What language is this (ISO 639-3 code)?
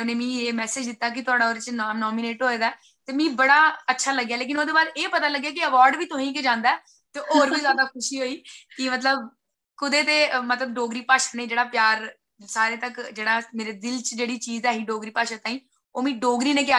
doi